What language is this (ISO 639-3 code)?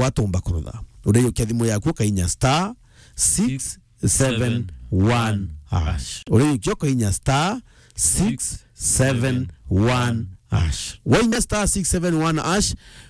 mer